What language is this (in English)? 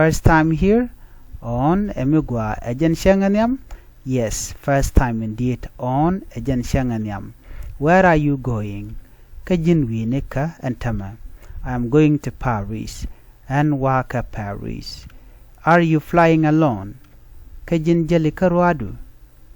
Nuer